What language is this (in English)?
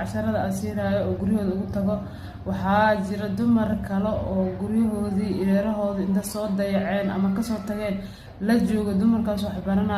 Somali